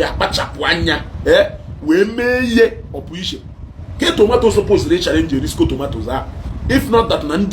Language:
Igbo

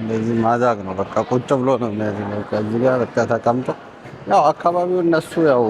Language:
Amharic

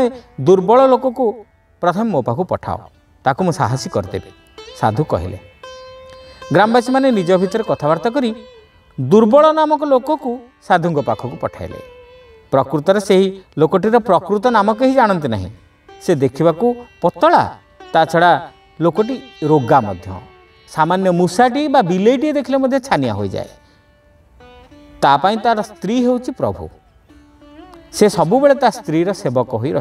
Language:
Odia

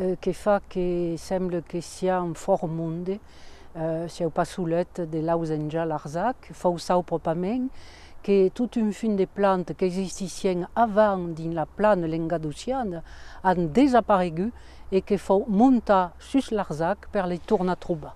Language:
Occitan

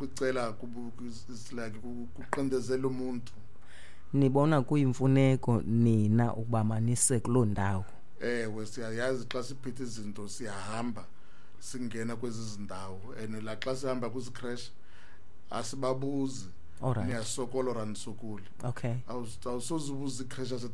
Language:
Xhosa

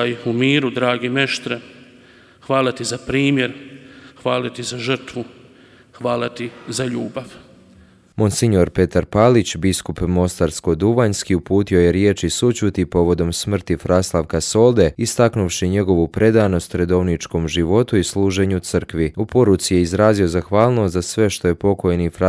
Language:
Croatian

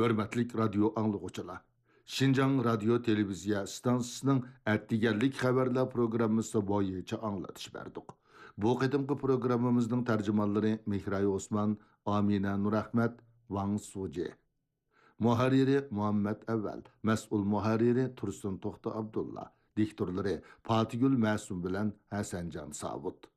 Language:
Uyghur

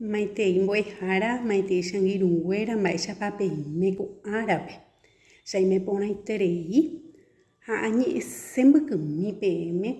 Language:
Guarani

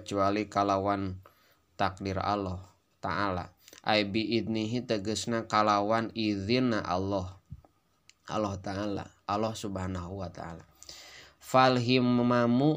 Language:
Sundanese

